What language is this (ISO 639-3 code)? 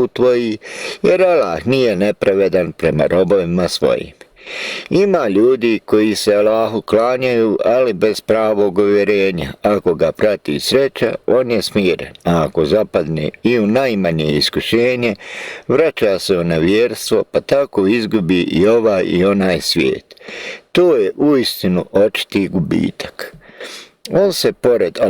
bos